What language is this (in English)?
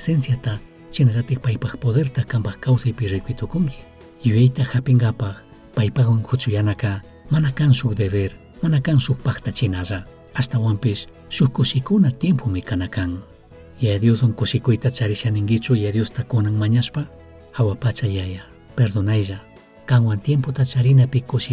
Chimborazo Highland Quichua